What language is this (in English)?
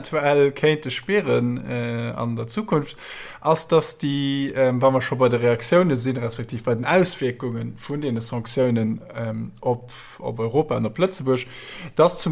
Luxembourgish